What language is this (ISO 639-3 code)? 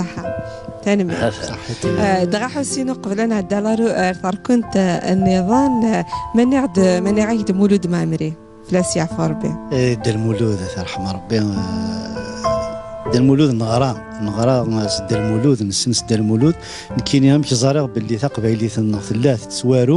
kab